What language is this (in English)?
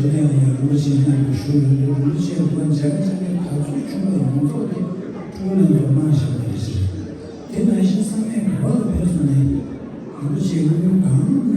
Tibetan